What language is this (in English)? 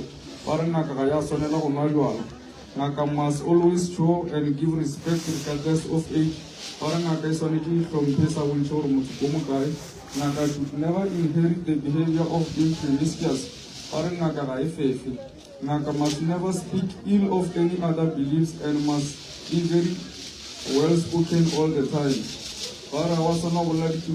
Northern Sotho